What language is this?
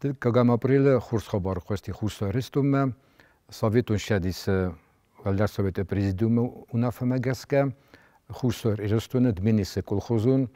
Ossetic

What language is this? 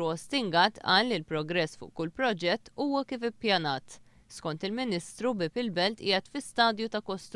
Maltese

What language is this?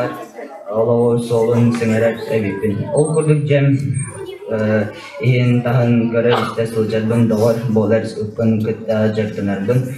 Yakut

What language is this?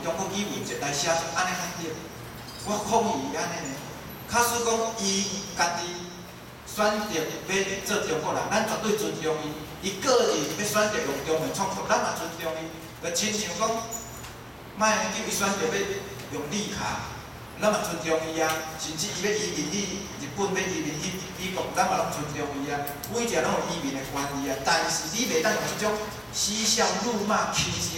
Min Nan Chinese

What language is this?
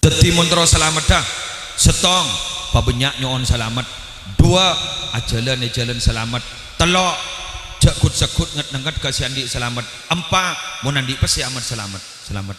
Madurese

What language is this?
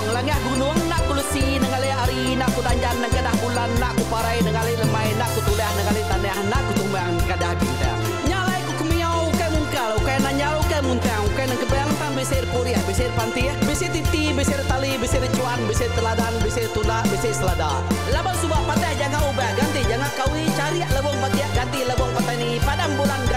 Iban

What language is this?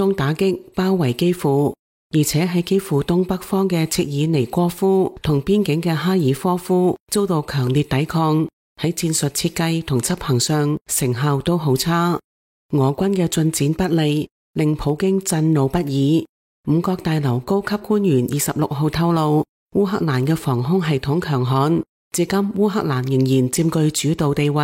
Cantonese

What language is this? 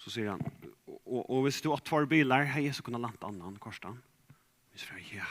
Faroese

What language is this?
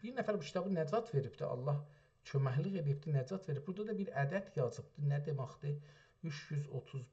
South Azerbaijani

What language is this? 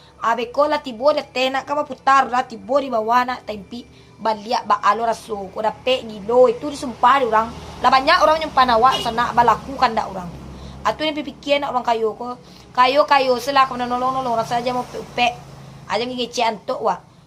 Minangkabau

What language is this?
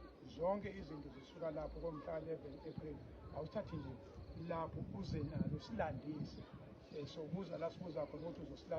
Zulu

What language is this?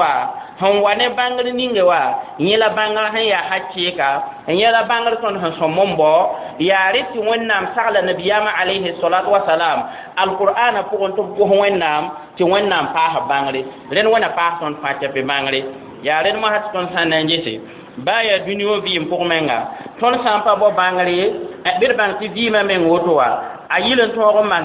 Mossi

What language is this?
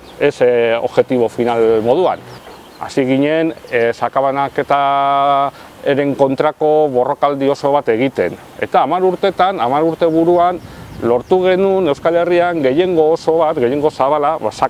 Basque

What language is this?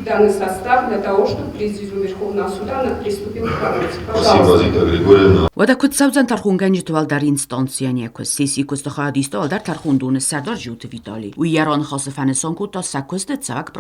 Ossetic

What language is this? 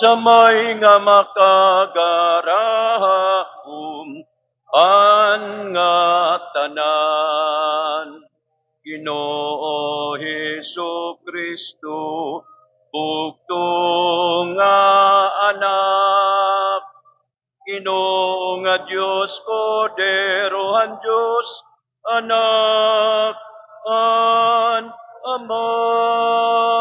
Waray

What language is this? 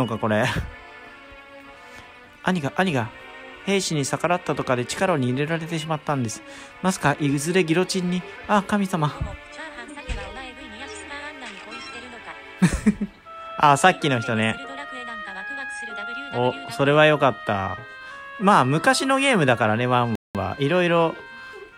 Japanese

